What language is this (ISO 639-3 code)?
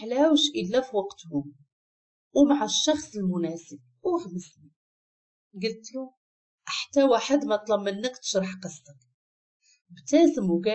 ary